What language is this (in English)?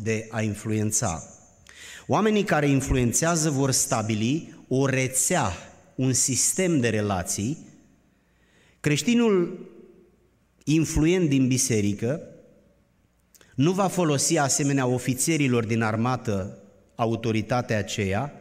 Romanian